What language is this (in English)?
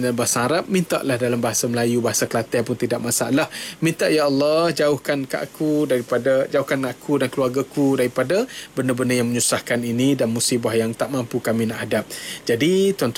Malay